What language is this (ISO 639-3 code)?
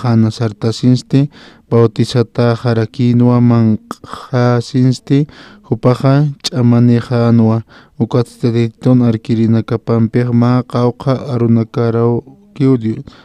aym